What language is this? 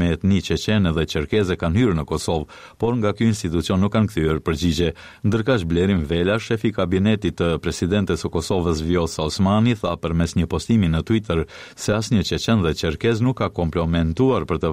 Albanian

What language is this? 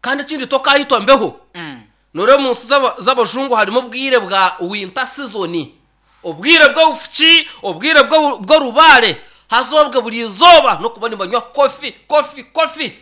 Nyankole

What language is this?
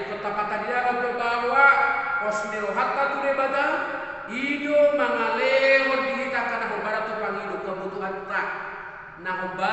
Batak Toba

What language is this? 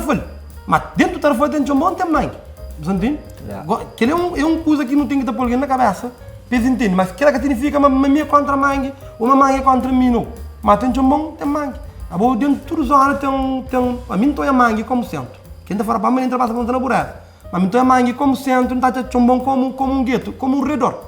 Kabuverdianu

